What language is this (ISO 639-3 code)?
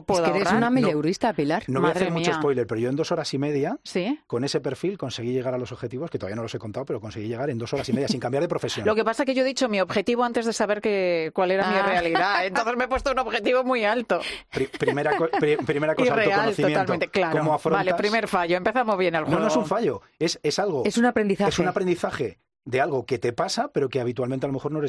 spa